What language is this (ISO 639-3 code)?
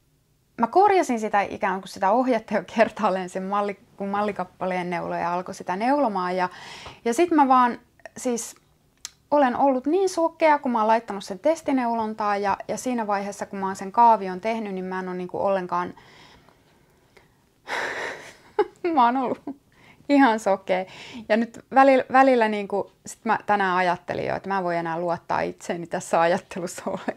fin